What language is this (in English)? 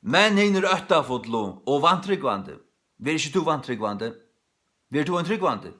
Faroese